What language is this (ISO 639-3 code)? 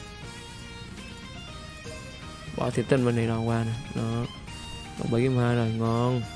vie